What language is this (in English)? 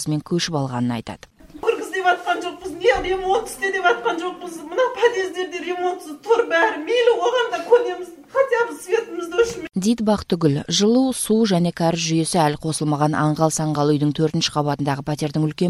Kazakh